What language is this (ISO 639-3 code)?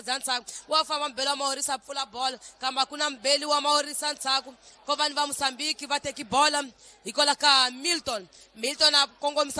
tso